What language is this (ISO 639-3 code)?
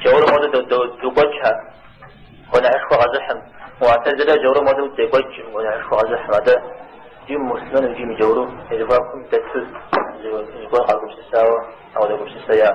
kbd